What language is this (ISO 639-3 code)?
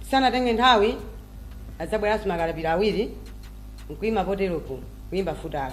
nya